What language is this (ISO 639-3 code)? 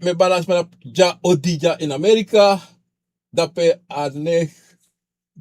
srn